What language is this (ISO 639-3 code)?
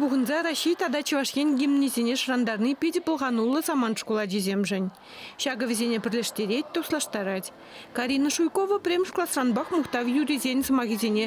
chv